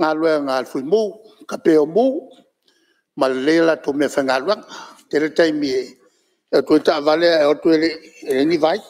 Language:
Samoan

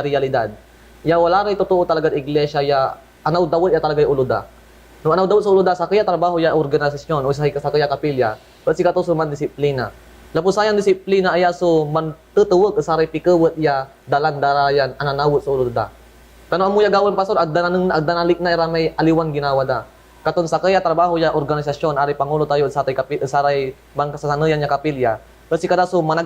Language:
Pangasinan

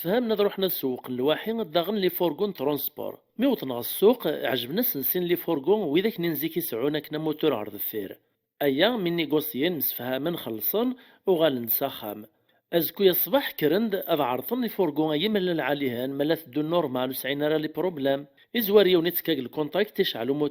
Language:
Kabyle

